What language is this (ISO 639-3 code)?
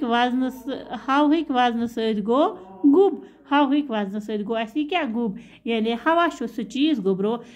kas